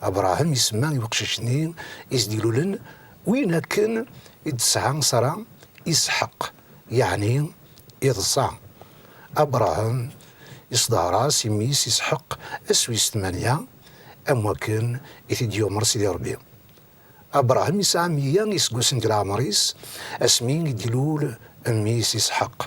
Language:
Kabyle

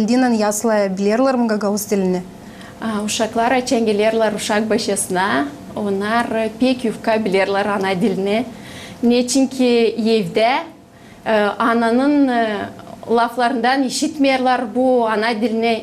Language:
Gagauz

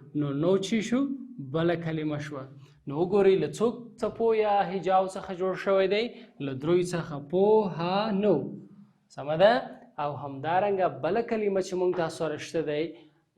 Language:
Pashto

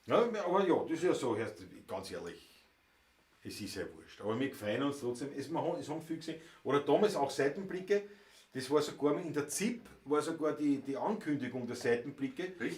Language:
Bavarian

